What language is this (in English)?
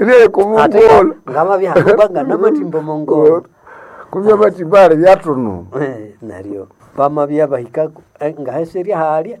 Nande